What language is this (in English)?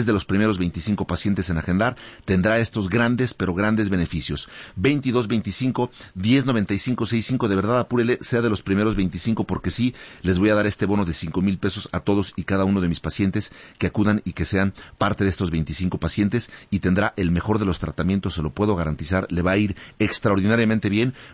Spanish